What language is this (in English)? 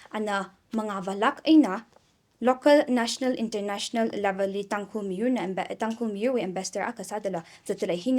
Tangkhul Naga (India)